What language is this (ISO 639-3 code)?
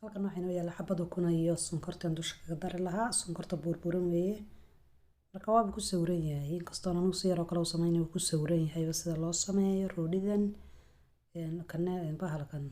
som